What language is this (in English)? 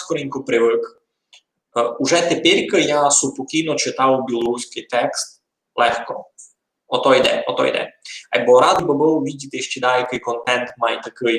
Rusyn